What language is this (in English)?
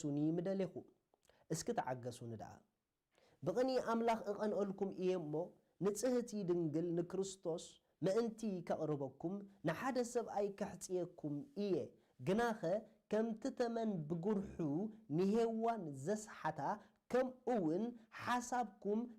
Tigrinya